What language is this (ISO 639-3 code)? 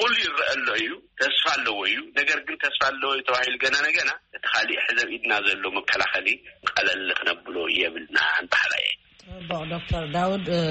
tir